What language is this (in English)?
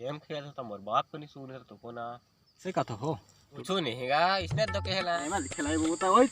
Chhattisgarhi